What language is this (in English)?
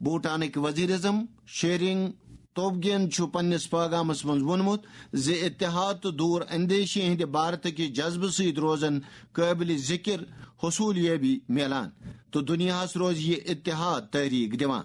Kashmiri